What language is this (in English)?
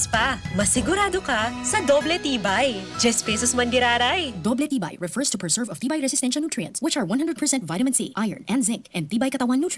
Bikol